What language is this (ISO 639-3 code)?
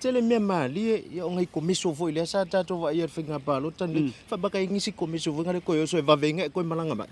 smo